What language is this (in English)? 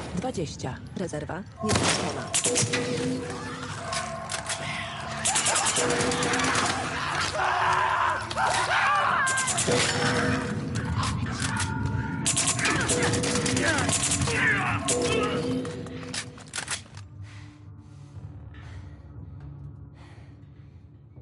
Polish